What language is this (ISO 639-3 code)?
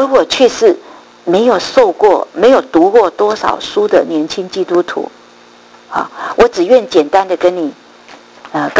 zho